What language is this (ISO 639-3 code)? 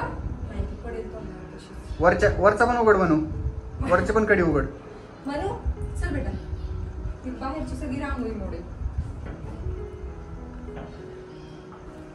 mar